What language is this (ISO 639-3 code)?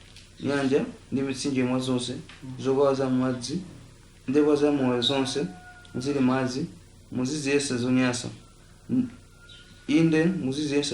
nya